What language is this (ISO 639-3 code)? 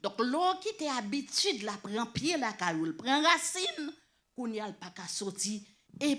hat